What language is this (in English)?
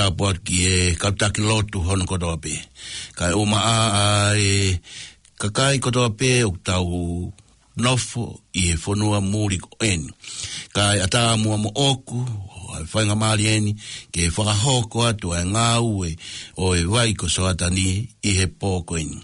Tongan